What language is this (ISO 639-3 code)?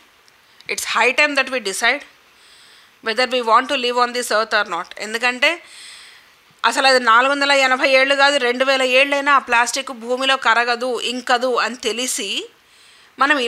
tel